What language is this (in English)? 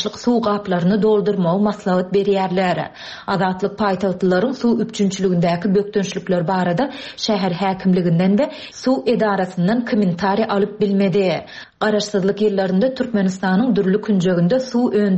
Turkmen